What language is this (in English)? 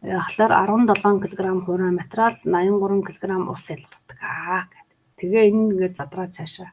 Mongolian